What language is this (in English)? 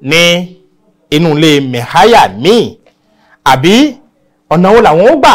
Yoruba